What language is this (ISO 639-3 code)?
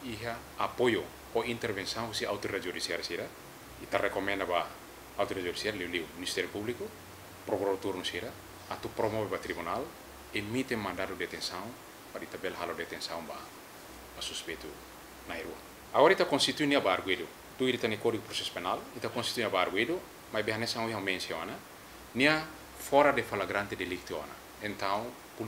tet